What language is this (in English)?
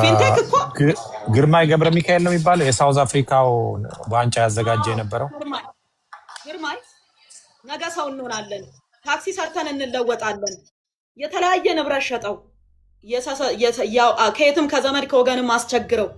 Amharic